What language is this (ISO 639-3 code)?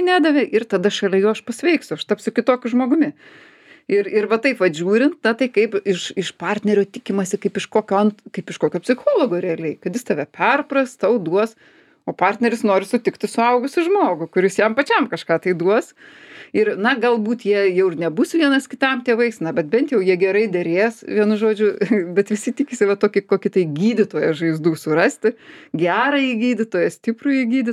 lit